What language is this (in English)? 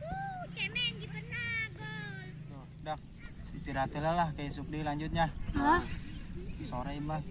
Sundanese